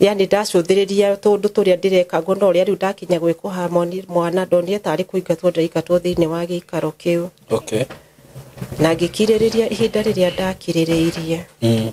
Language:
Kikuyu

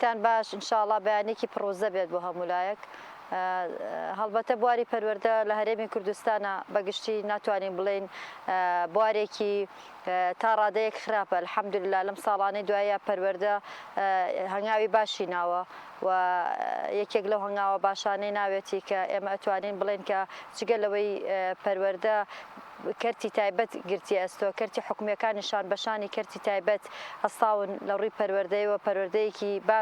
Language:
Central Kurdish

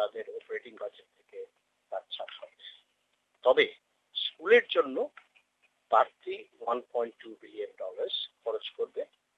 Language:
Bangla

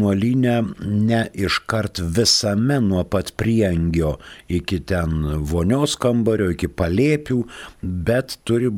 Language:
Lithuanian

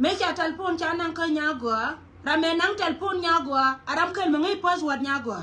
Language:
Nuer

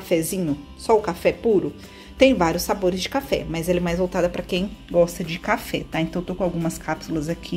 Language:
Portuguese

